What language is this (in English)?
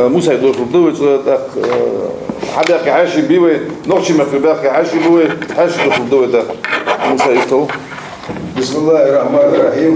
Ingush